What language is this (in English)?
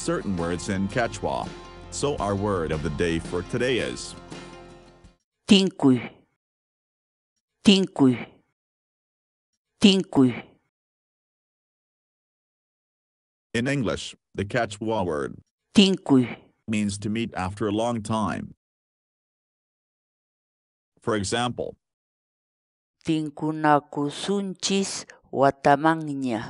English